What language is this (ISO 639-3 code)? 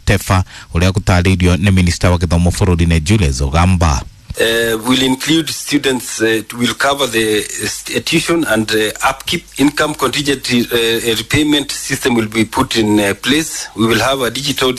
kik